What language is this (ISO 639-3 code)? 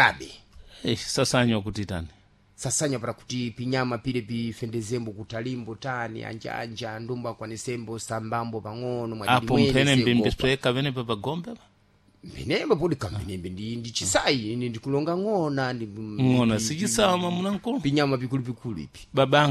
seh